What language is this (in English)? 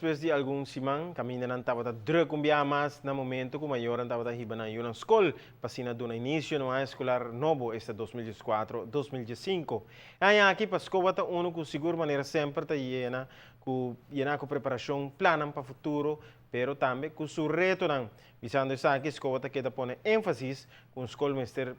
Papiamento